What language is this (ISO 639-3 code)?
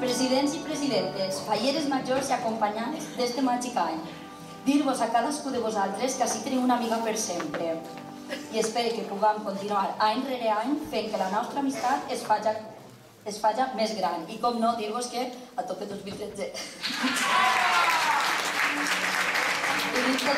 cat